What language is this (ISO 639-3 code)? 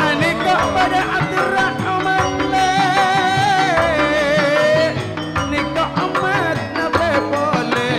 mad